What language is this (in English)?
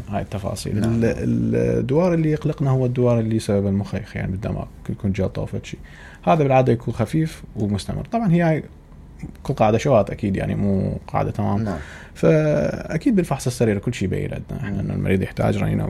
Mesopotamian Arabic